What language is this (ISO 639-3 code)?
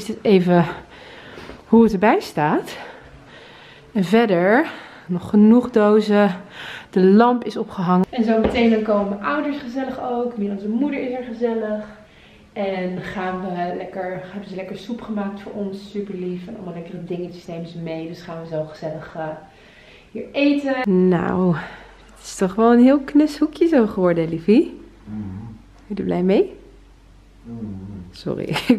nld